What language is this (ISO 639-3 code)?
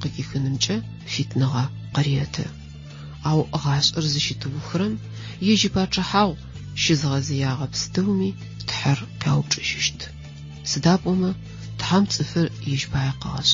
ady